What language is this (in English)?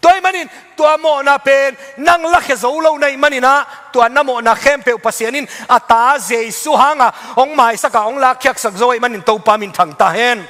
Tedim Chin